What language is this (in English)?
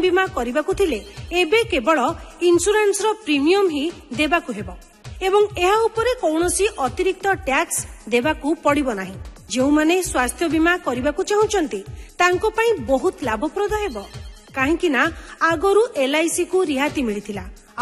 Odia